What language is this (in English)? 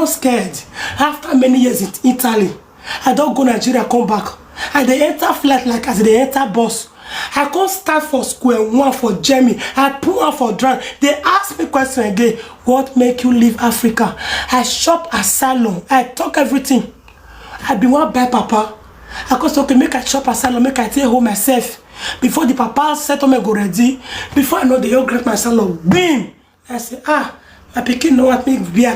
Nigerian Pidgin